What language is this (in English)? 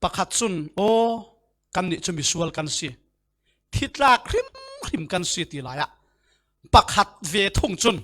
Falam Chin